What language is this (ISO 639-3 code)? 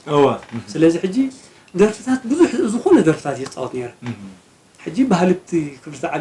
tir